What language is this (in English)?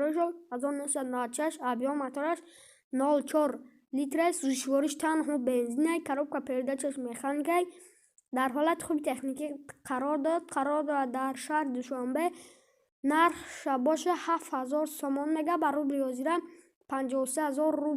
Tajik